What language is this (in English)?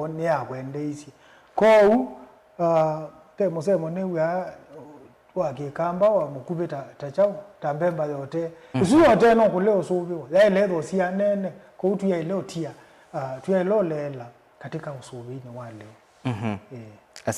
Kamba